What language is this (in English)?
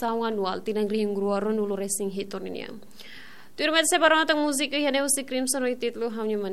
Tetum